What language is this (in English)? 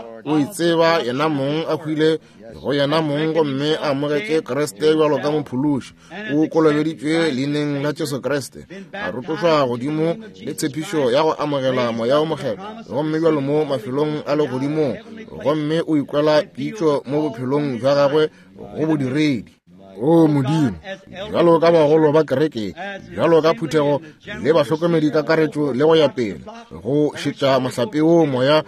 Northern Sotho